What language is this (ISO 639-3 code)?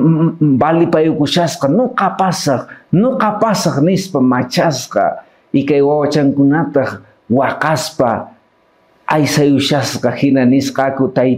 que